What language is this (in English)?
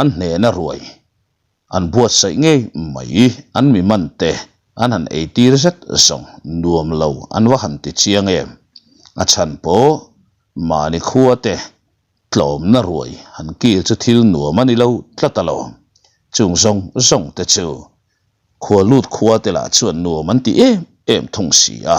Mizo